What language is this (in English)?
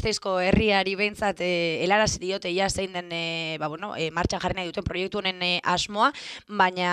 Basque